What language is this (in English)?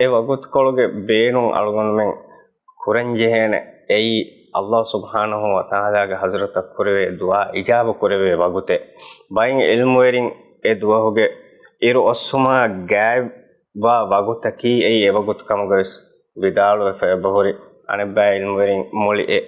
Divehi